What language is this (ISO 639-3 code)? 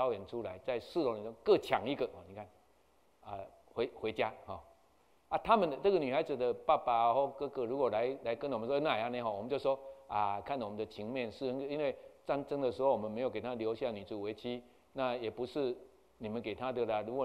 zho